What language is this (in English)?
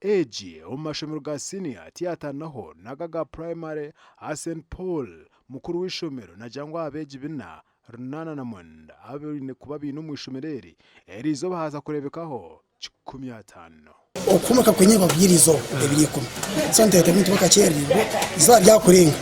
Nyankole